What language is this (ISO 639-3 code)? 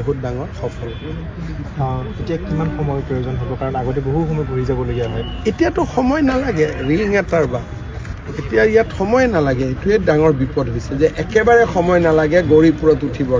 asm